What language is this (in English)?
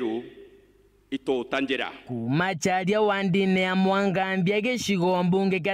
Meru